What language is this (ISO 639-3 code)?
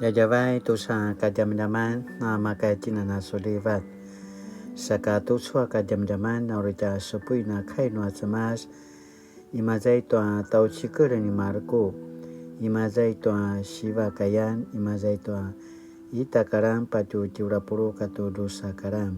pwn